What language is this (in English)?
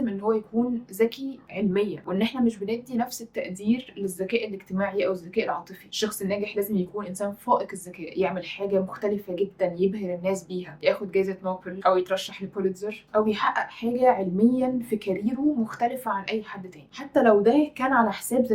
Egyptian Arabic